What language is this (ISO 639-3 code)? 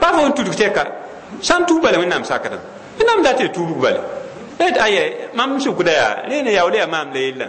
mos